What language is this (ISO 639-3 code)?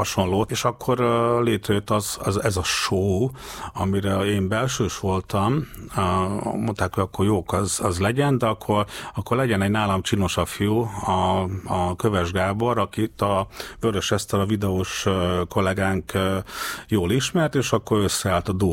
hun